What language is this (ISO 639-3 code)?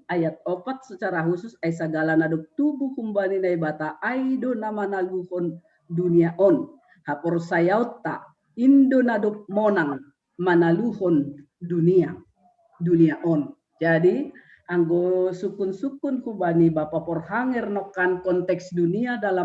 bts